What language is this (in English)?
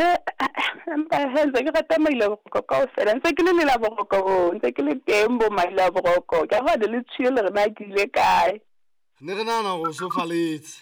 Southern Sotho